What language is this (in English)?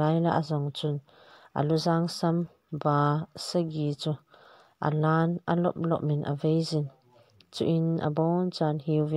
Thado Chin